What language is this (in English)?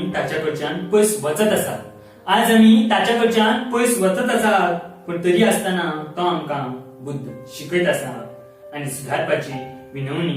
Konkani